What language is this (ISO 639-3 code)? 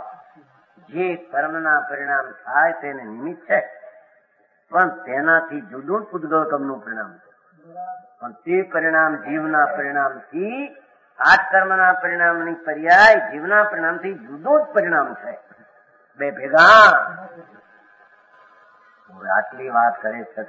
guj